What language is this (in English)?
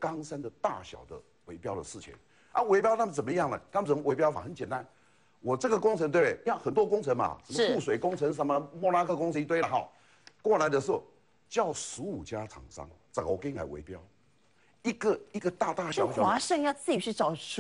Chinese